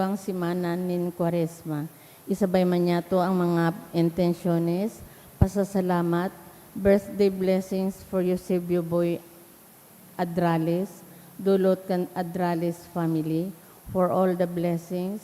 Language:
Bikol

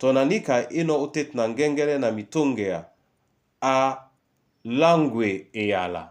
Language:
Duala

